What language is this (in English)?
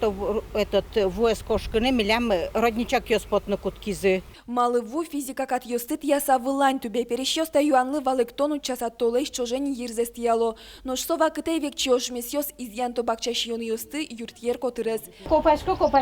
Udmurt